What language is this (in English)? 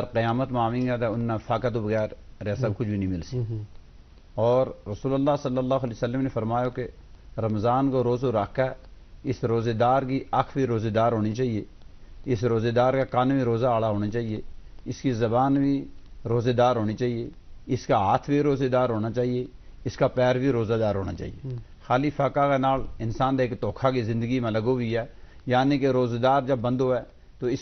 Gujari